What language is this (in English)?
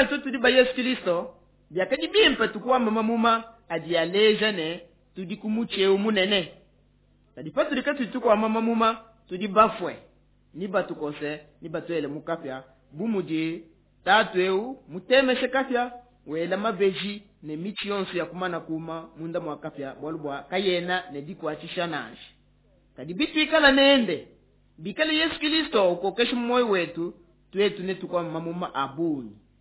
Luba-Lulua